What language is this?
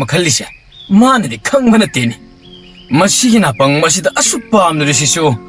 Manipuri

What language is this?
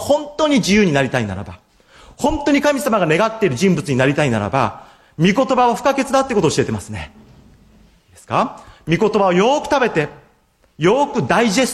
Japanese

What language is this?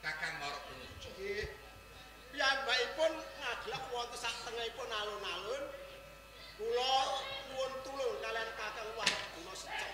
Javanese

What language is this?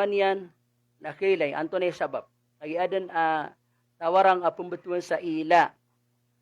Maranao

